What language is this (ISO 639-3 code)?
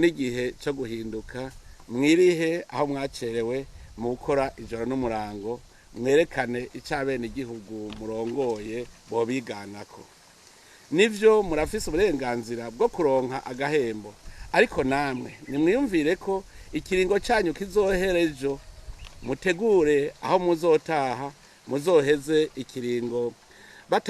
run